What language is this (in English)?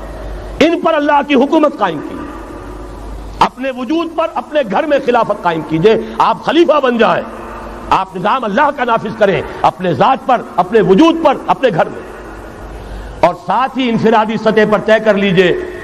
Urdu